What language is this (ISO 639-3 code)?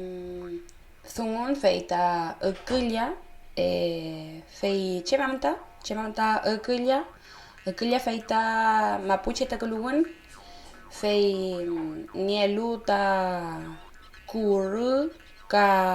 arn